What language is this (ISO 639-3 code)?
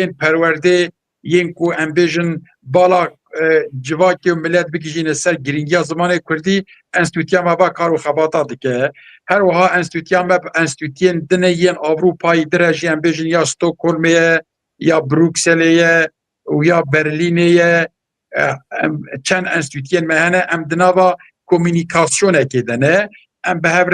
kur